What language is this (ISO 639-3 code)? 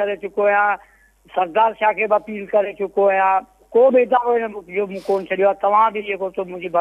snd